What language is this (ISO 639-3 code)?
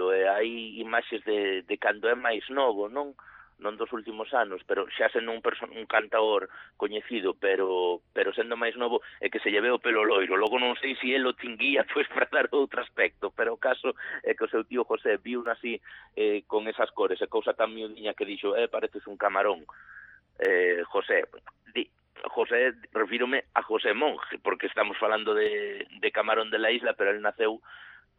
glg